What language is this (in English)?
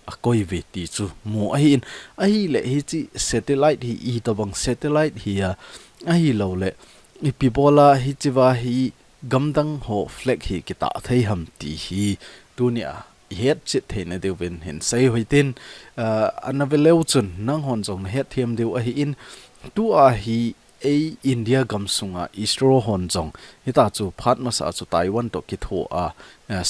Thado Chin